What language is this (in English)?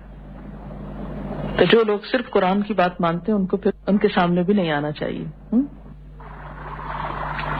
Urdu